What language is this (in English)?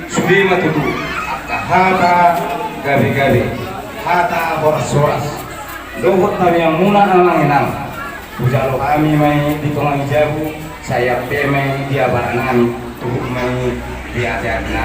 Batak Toba